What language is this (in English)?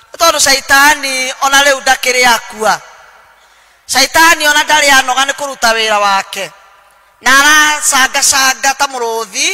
Kikuyu